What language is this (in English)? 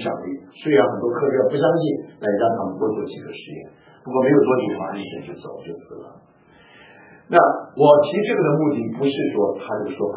Chinese